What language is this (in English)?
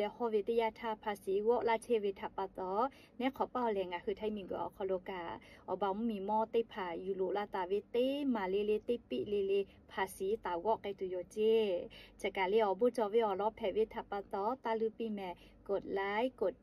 Lahu